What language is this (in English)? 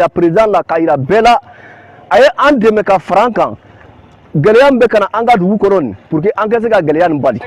Bambara